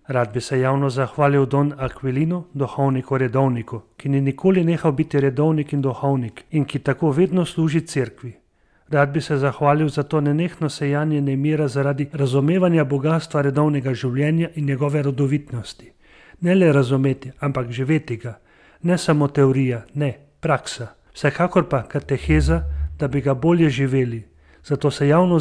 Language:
Slovenian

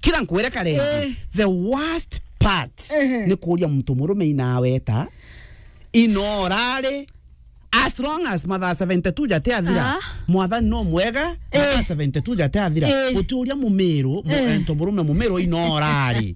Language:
Meru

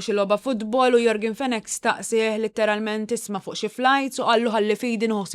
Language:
Maltese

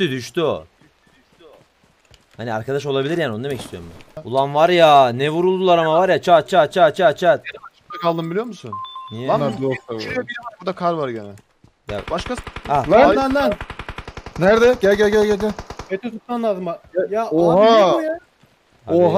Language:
Turkish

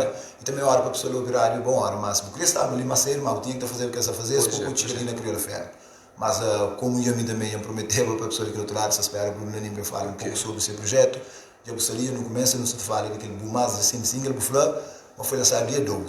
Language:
Kabuverdianu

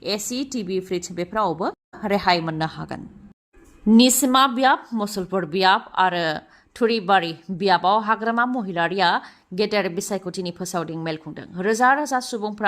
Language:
Bodo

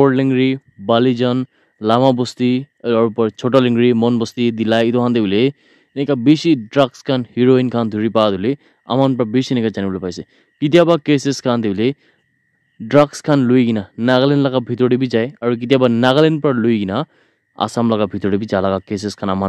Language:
Naga Pidgin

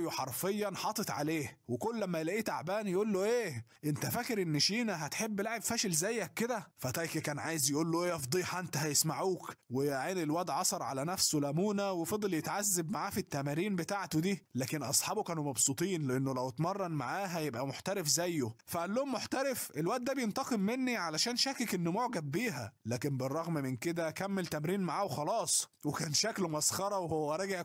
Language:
Egyptian Arabic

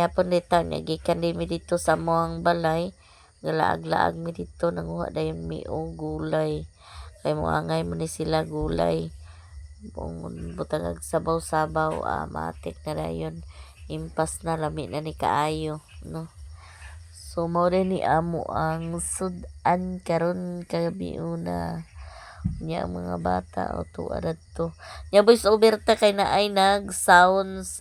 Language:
Cebuano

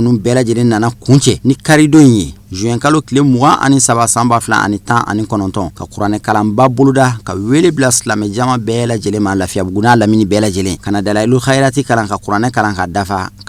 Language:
Bambara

